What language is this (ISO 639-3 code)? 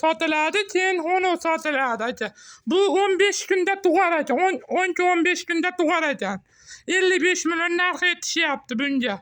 uzb